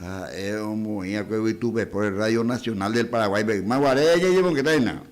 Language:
Guarani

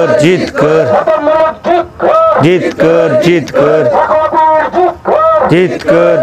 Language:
Santali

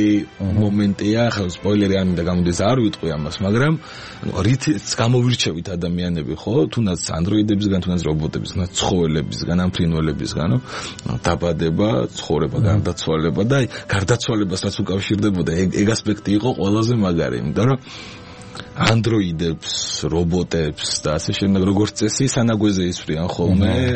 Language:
Georgian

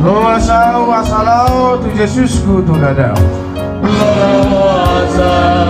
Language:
Batak Toba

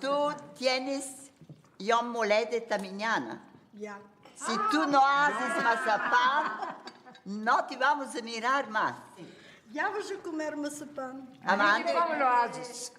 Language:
Ladino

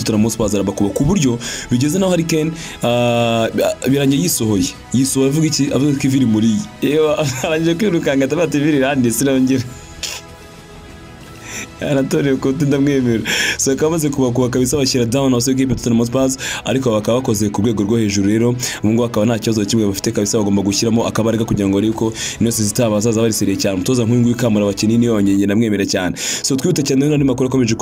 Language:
Kinyarwanda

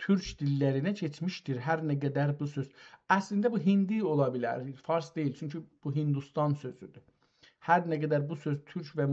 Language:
South Azerbaijani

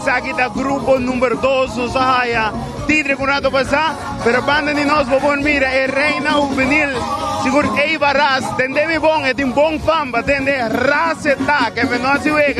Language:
Papiamento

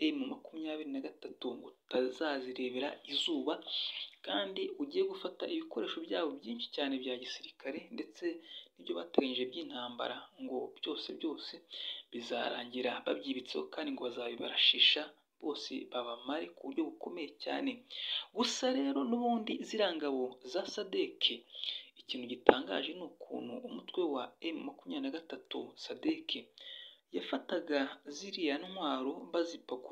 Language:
Kinyarwanda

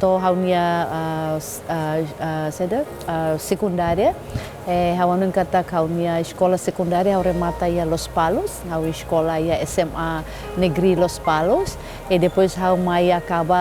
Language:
Tetum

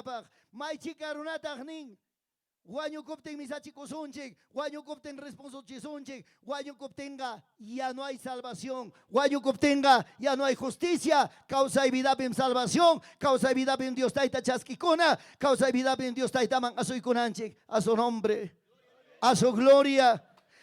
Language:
Ayacucho Quechua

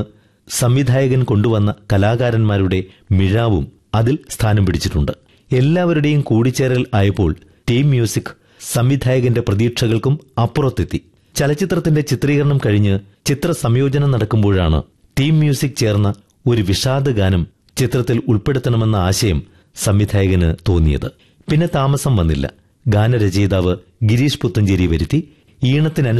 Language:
Malayalam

